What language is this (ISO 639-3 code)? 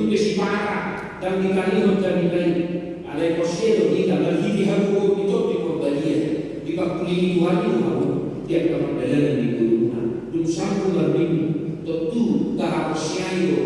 bbc